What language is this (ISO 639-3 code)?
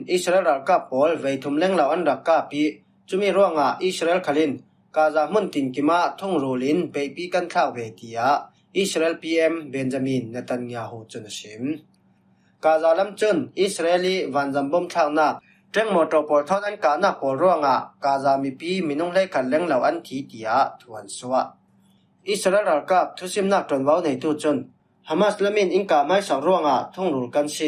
cfm